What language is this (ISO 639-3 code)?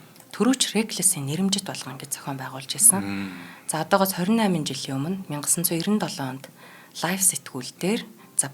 mon